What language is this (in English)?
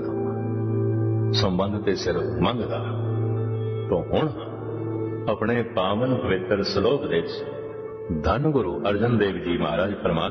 Punjabi